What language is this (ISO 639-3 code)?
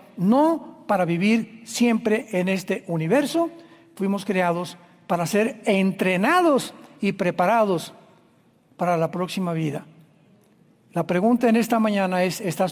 spa